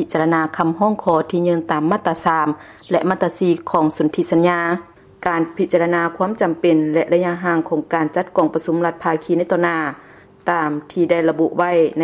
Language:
Lao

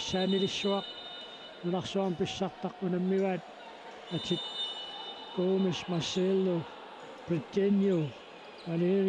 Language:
Kalaallisut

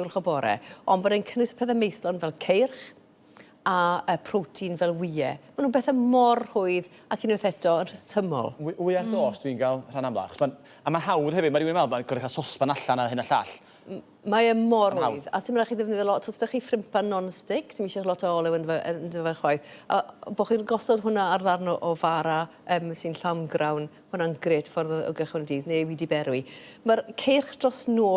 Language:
Welsh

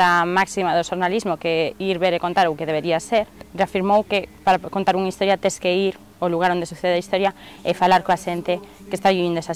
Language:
Galician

